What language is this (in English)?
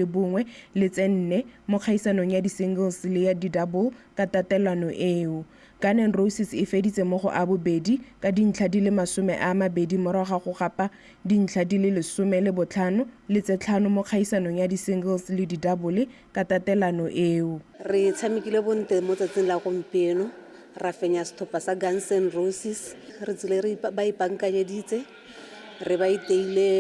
Tswana